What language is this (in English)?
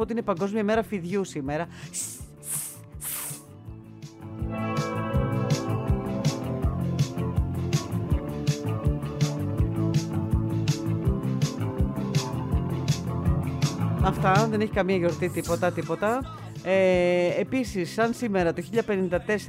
Greek